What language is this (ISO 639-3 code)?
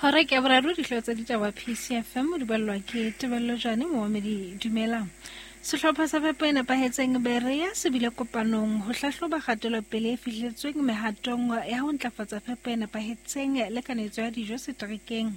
sot